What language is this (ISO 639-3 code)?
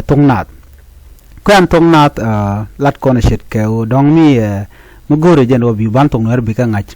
nus